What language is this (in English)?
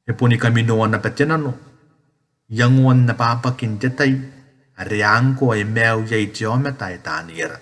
Gilbertese